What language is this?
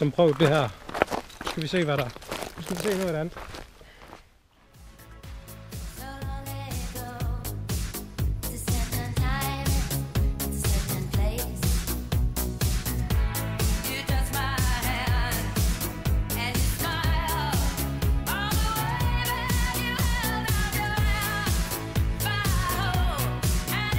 Danish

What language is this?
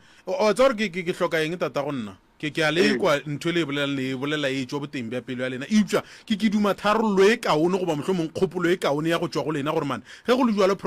Northern Sotho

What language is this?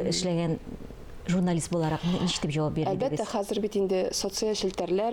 Tatar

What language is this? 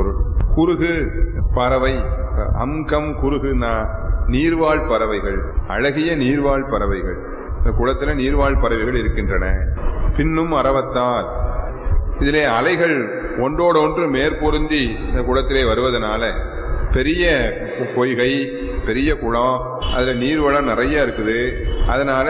Tamil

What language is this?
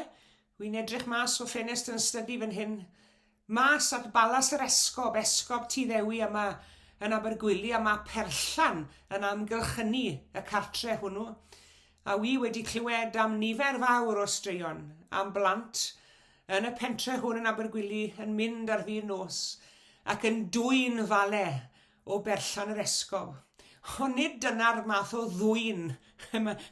Welsh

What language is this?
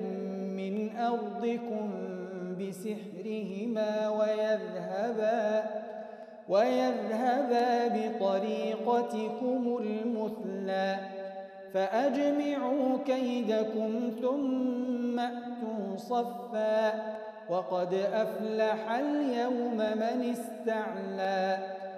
Arabic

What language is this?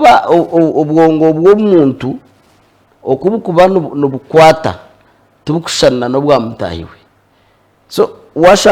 Nyankole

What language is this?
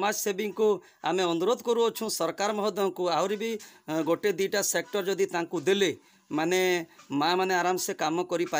Odia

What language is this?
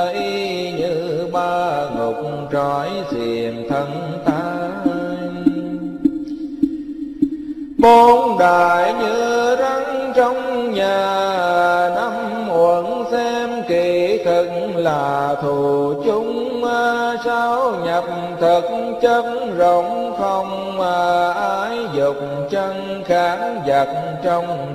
Vietnamese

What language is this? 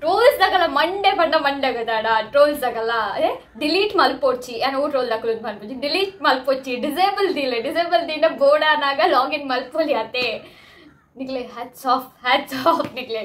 Tulu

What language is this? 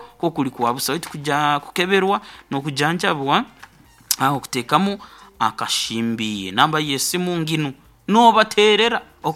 Nyankole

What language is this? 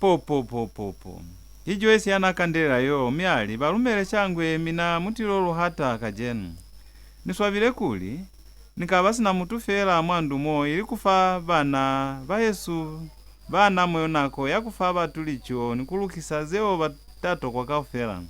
Lozi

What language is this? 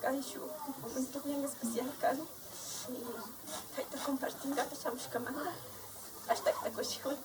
Imbabura Highland Quichua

